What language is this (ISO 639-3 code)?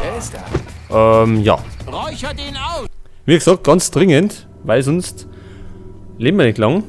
bar